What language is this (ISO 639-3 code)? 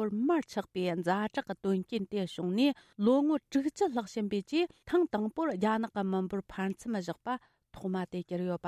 bod